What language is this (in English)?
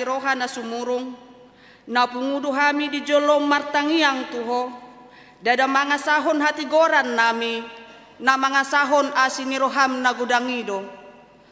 Batak Toba